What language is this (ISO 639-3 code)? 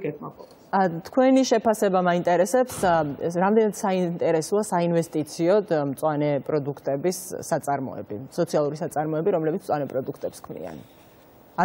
kat